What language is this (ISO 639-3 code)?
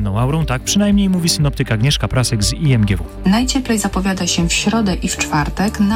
pol